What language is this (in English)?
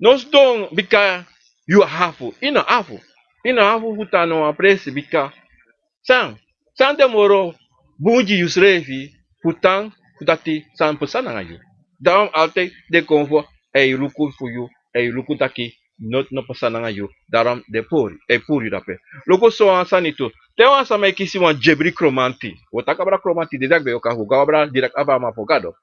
Sranan Tongo